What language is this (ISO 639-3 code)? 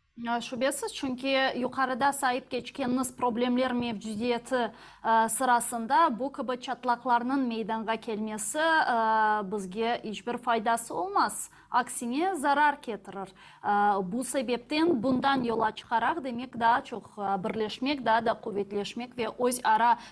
crh